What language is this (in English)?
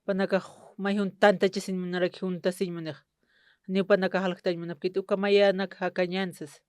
Aymara